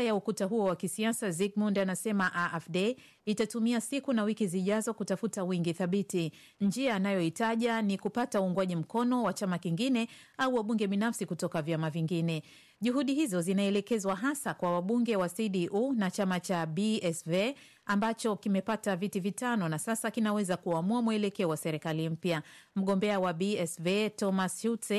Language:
Swahili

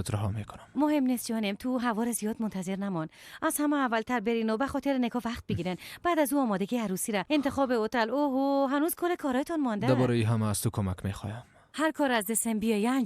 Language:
Persian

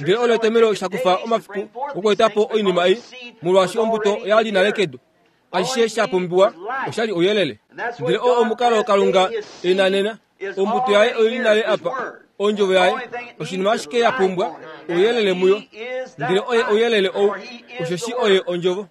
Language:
Kuanyama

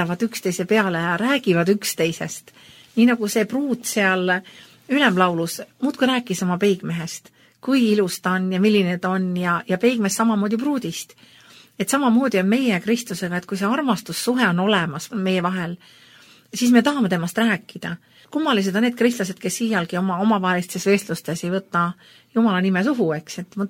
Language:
Estonian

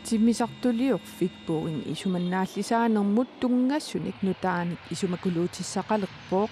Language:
Kalaallisut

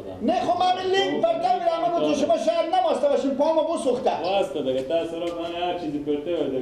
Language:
Persian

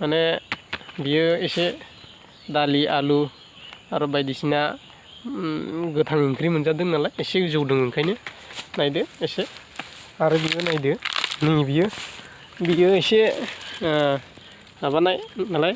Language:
Bodo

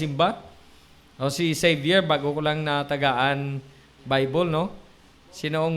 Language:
Hiligaynon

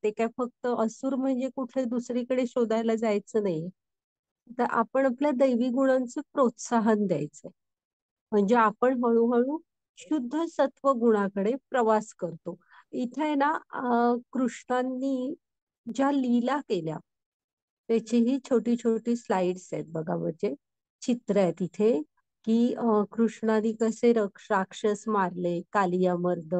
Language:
Marathi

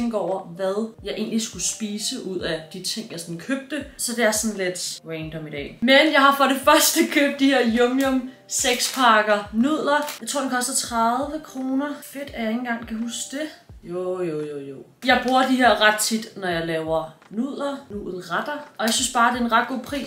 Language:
Danish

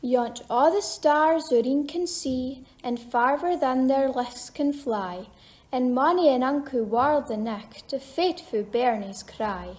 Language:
Scots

